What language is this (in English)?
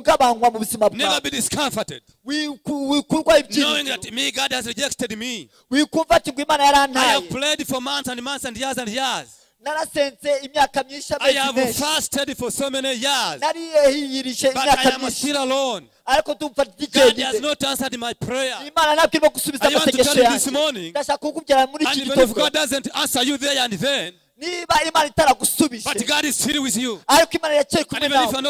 Kinyarwanda